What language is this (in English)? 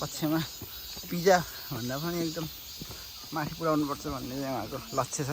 Nepali